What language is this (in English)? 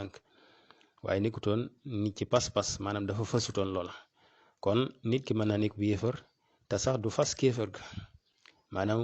Wolof